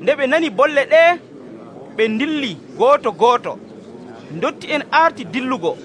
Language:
Nigerian Fulfulde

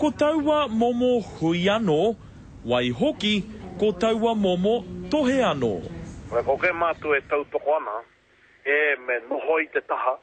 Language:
Māori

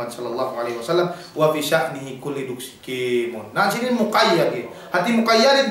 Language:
Yakan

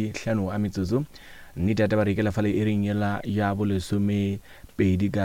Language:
Northern Sotho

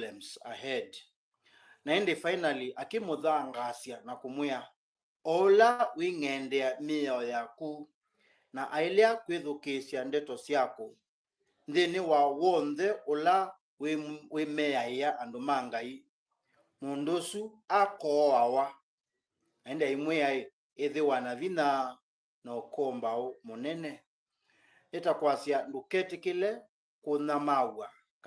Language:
Kamba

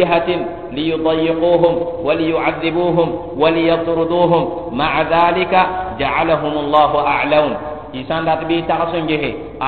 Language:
Mossi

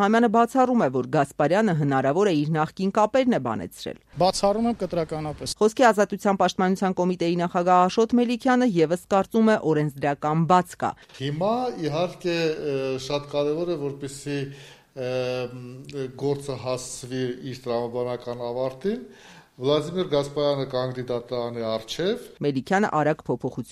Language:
Armenian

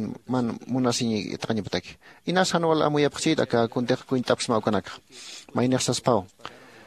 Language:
Aymara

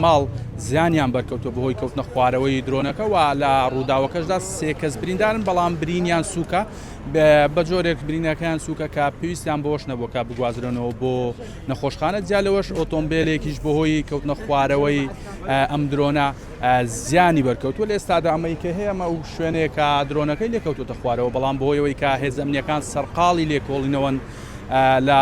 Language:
Central Kurdish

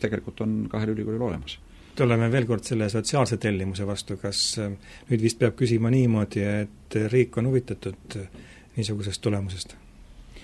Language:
Estonian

